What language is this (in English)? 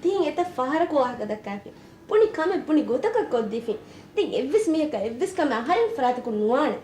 Divehi